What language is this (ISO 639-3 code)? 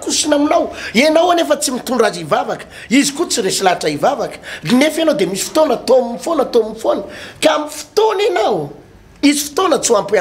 mlg